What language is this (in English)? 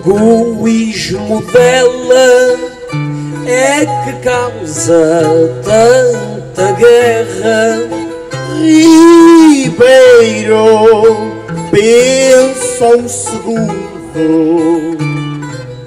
Portuguese